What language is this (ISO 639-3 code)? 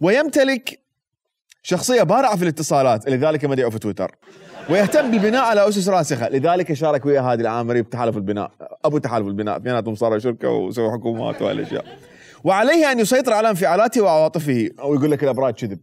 acm